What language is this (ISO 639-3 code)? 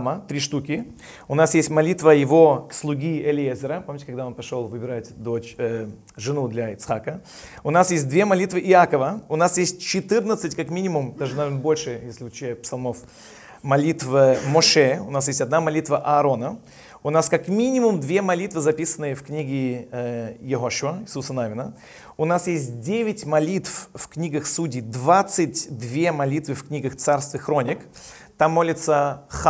rus